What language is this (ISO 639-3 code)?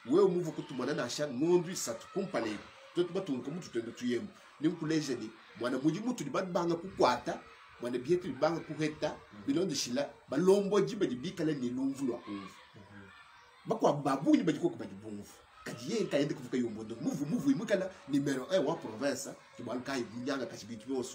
lua